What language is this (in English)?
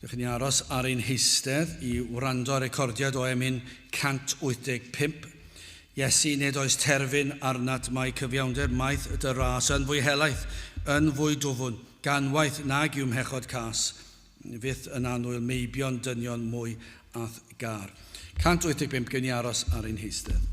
Welsh